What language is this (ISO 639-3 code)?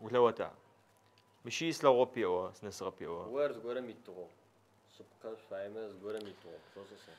ady